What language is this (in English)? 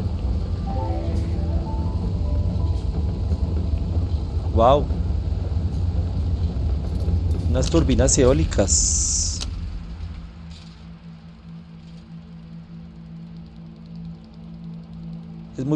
Spanish